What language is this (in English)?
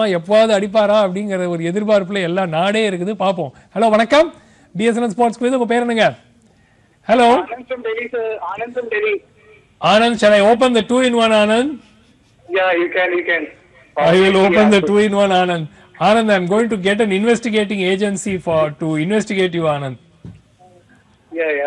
Tamil